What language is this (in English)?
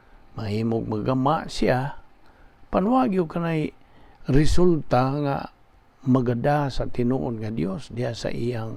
Cebuano